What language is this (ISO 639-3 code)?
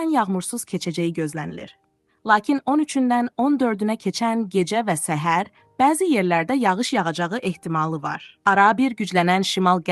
aze